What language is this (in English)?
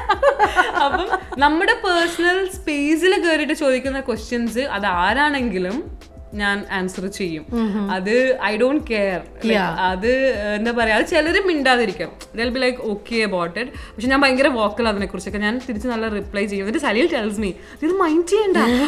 Malayalam